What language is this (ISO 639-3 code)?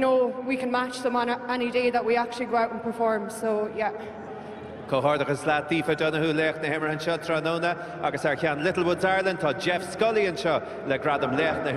gle